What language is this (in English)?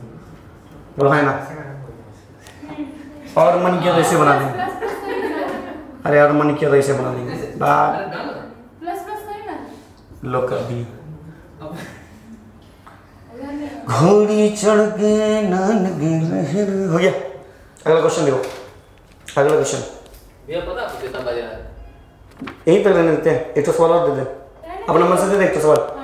Hindi